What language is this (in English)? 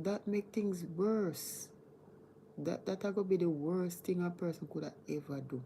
Jamaican Creole English